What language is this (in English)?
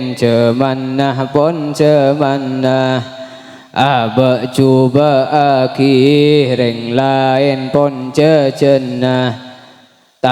Madurese